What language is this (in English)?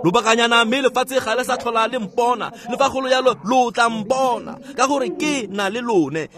Tswana